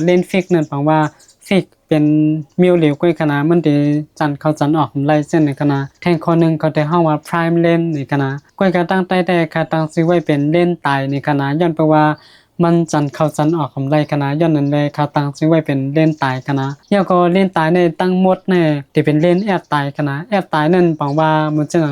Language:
Shan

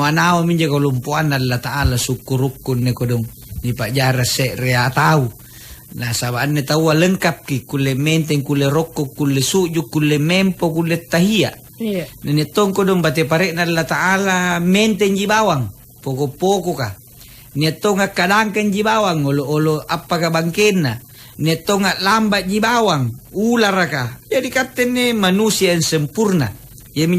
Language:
Makasar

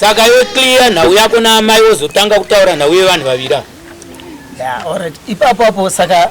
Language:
Shona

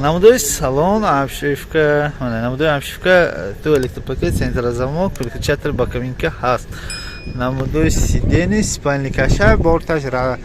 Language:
Tajik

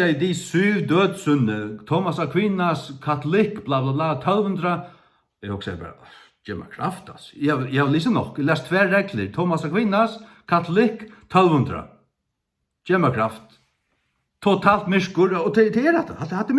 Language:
Faroese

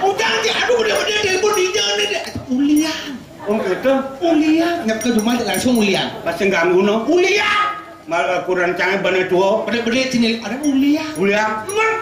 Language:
Balinese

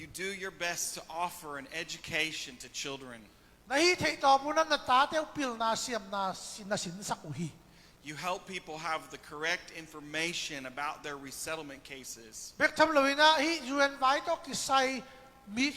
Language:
Tedim Chin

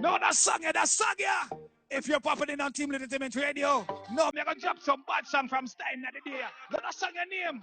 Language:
Jamaican Creole English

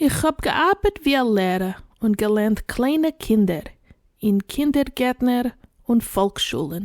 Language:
Yiddish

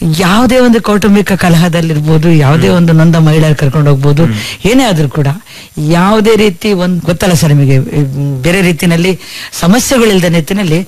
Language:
Kannada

